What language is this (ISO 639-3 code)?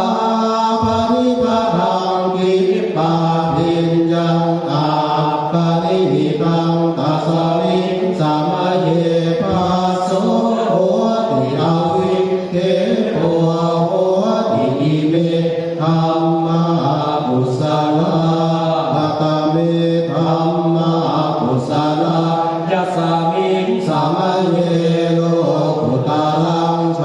pli